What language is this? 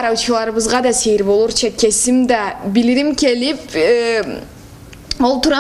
Karachay-Balkar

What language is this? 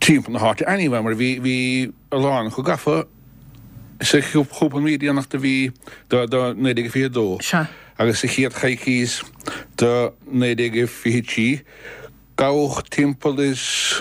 Irish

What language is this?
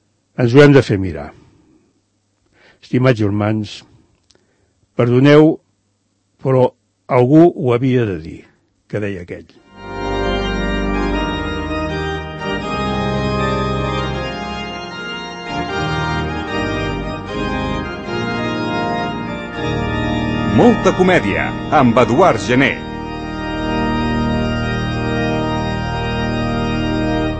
Catalan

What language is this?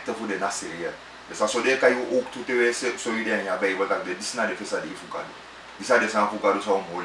Sranan Tongo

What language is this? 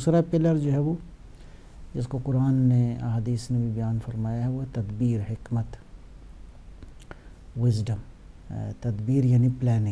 Urdu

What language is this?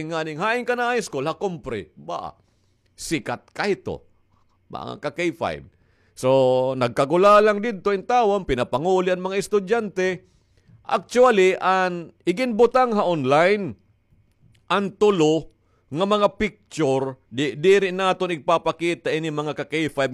Waray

